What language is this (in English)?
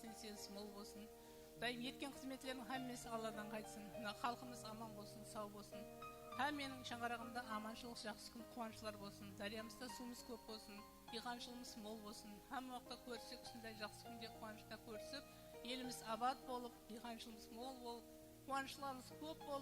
Kara-Kalpak